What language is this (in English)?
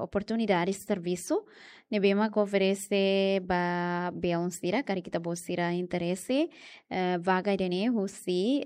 Tetum